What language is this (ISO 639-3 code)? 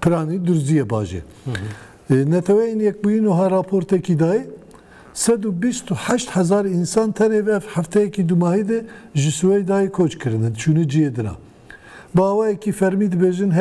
kur